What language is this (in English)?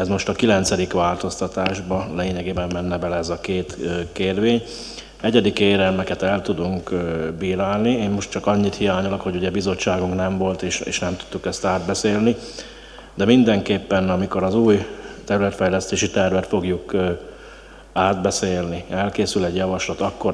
Hungarian